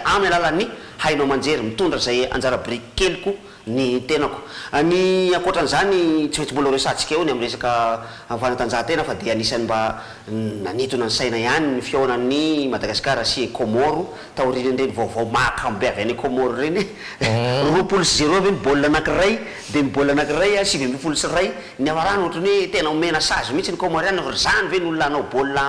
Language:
Malagasy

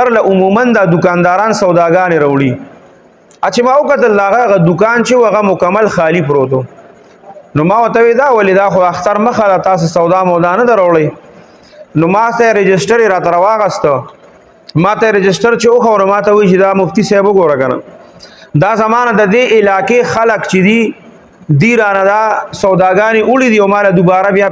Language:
Pashto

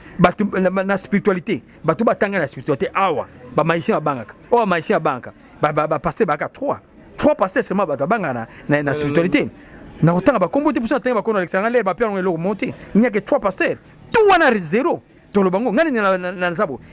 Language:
Lingala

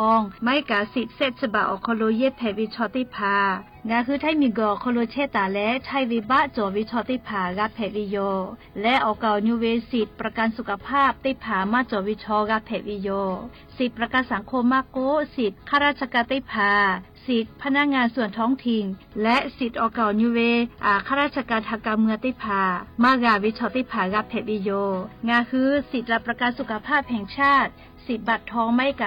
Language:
Lahu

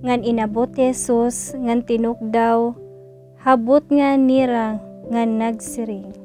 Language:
Waray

